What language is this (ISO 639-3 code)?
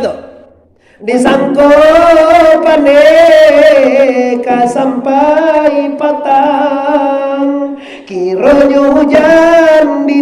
min